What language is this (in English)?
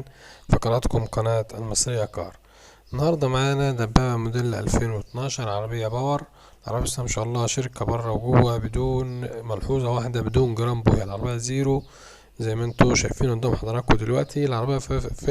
Egyptian Arabic